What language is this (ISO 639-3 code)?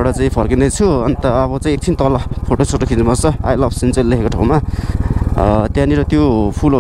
nep